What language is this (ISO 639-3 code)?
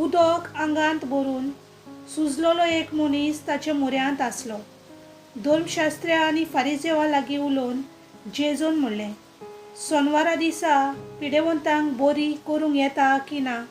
kok